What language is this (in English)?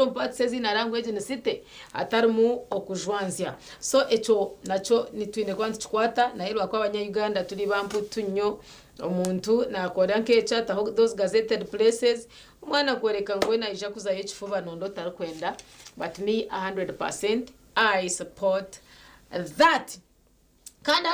Nyankole